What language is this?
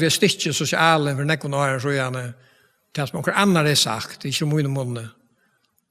Faroese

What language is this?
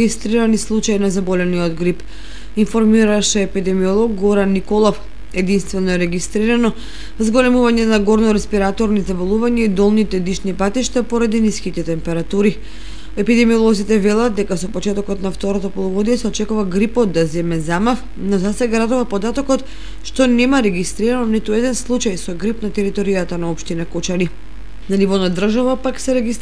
Macedonian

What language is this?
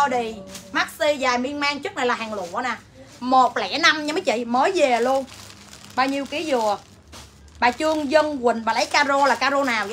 Vietnamese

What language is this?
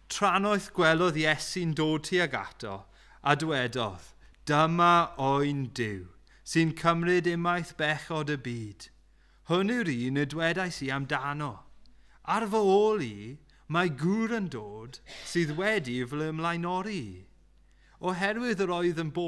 Welsh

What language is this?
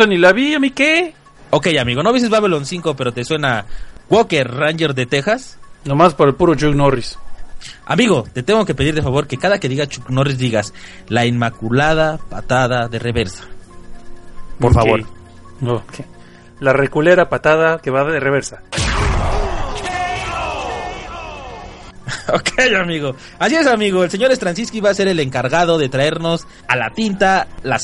Spanish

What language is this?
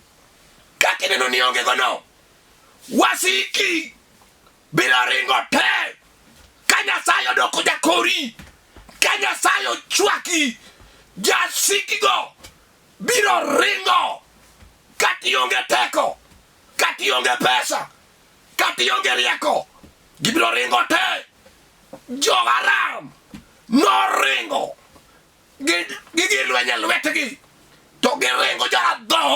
Luo (Kenya and Tanzania)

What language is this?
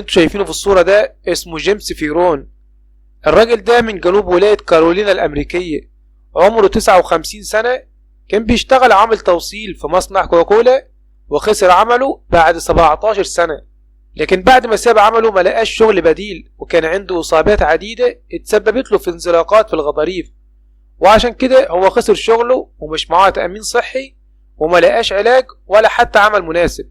Egyptian Arabic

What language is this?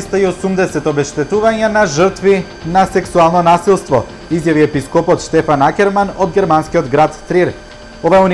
Macedonian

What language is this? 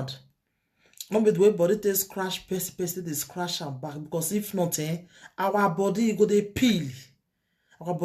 Nigerian Pidgin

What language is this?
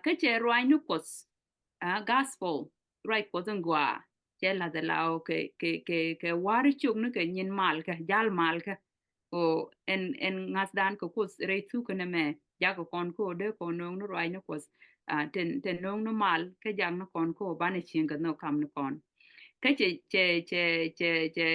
Nuer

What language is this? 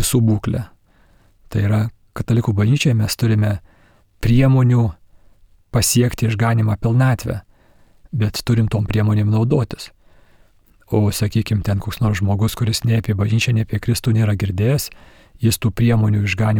Lithuanian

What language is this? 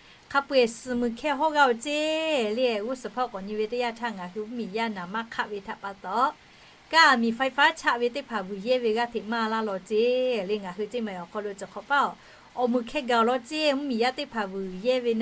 Lahu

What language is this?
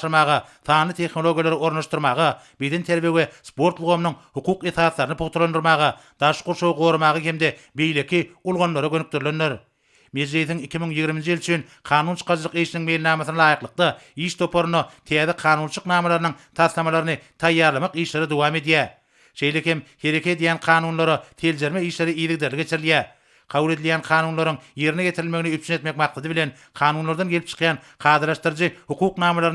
Turkmen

